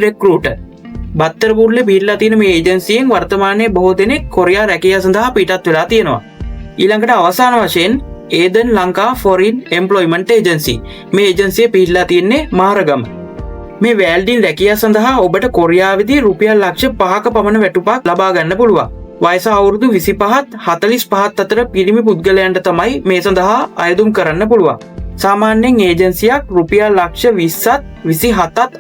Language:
Sinhala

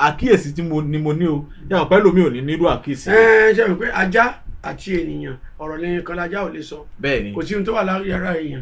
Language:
Yoruba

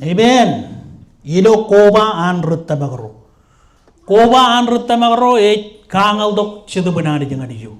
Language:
Marshallese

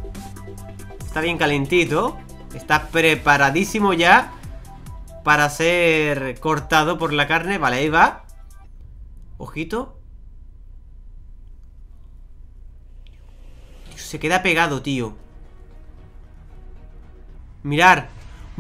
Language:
Spanish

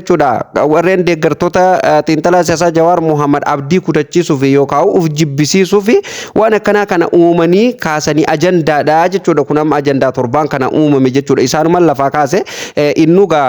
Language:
Oromo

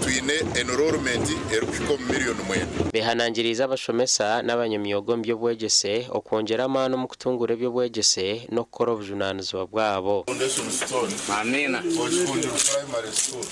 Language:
Nyankole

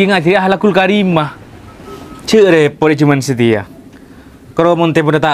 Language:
Madurese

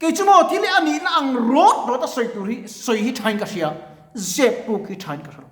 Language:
Mizo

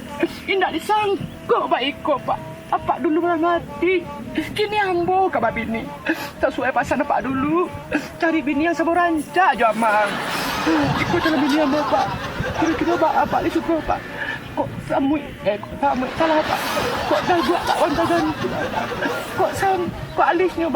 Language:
Minangkabau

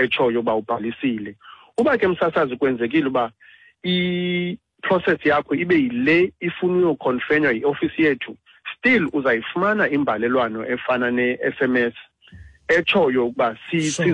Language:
Xhosa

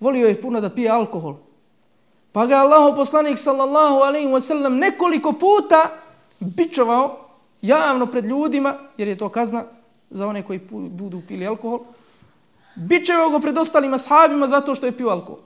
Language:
Bosnian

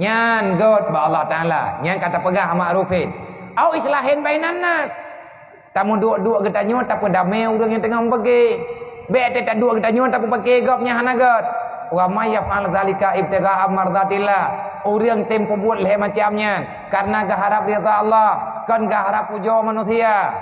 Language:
Achinese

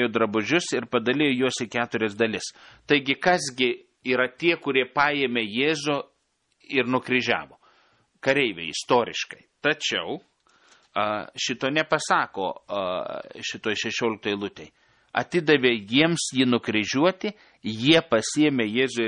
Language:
Lithuanian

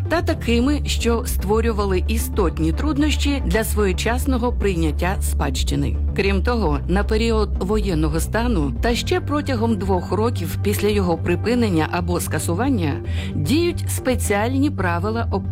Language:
Ukrainian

